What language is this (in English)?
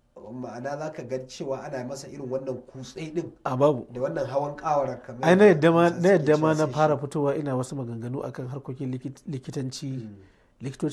Hausa